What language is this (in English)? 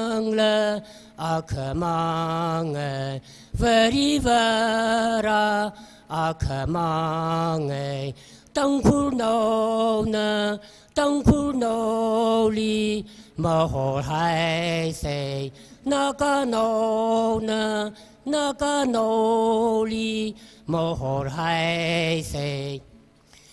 Tangkhul Naga (India)